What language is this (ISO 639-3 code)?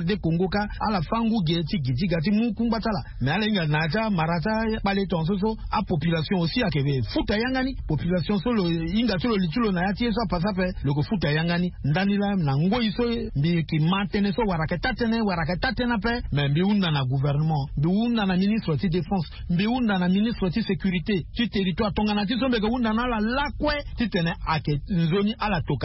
sag